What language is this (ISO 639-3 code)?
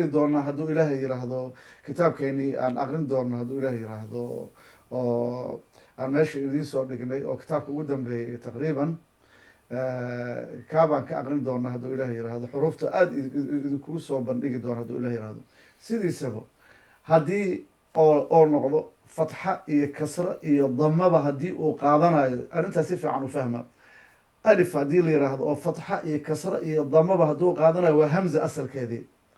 som